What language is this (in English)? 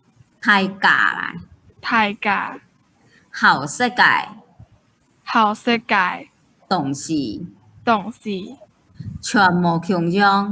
Hakka Chinese